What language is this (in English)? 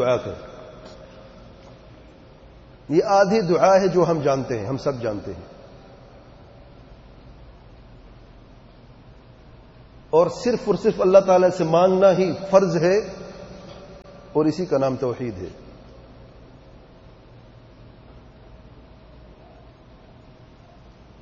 Urdu